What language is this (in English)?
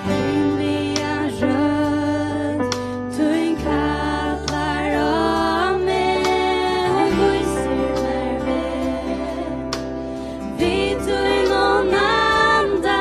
Faroese